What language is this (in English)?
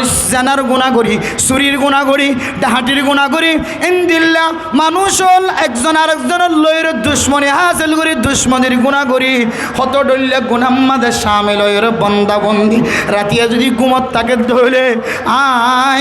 Rohingya